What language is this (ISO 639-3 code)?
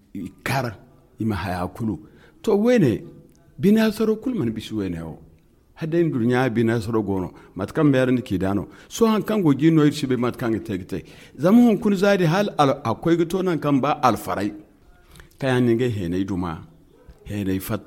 dje